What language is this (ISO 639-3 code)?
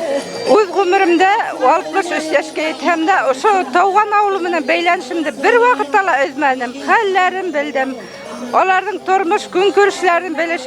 bak